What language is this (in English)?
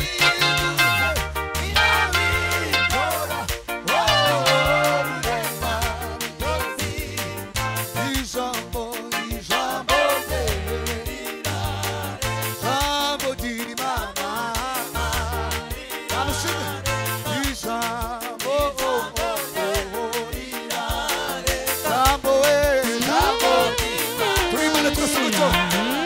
Kinyarwanda